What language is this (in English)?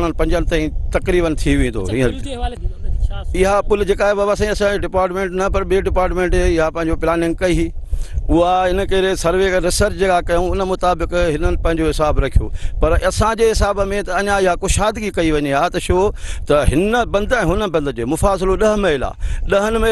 Sindhi